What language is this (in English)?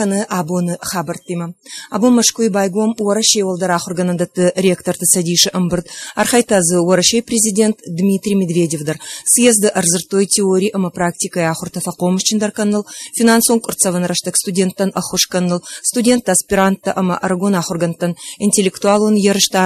Ossetic